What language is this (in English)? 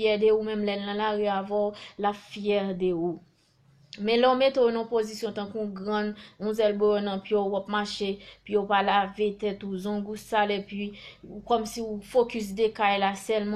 Haitian Creole